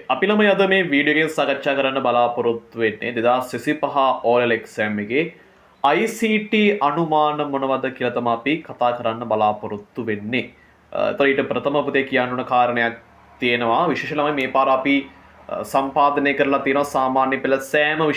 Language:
Sinhala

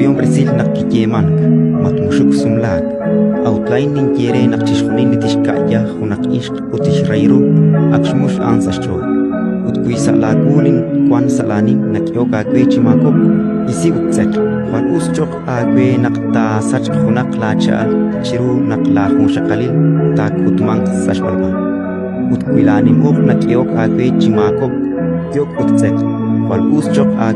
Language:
Kekchí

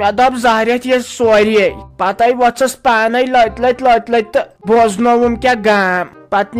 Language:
Kashmiri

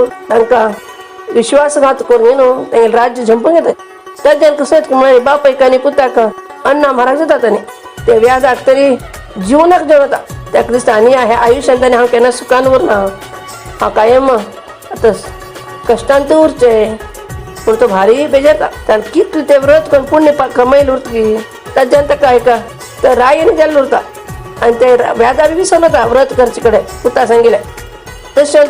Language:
Konkani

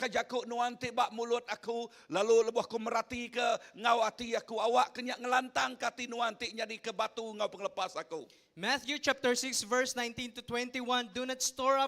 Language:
Iban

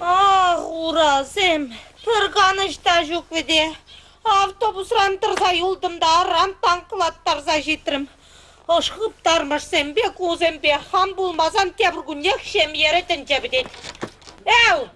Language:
Chuvash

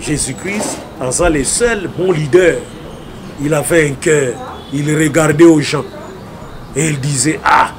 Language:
Lingala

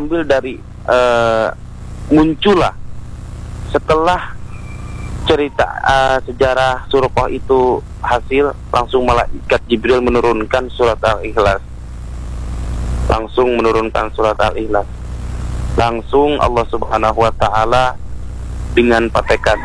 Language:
Indonesian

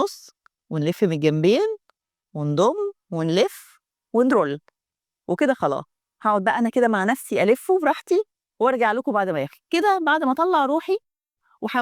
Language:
Egyptian Arabic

